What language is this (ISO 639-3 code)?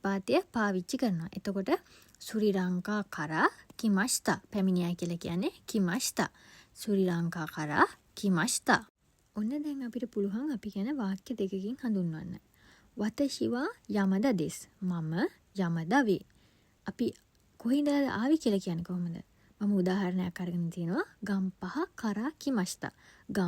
sin